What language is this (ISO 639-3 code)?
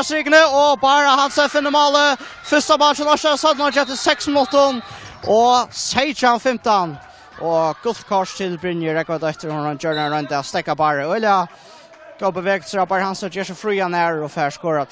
fao